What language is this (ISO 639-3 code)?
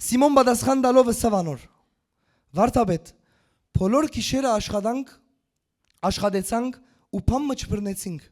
hyw